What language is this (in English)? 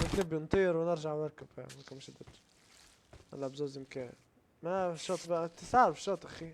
Libyan Arabic